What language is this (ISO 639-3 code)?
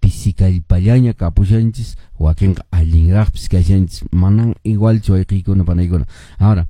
que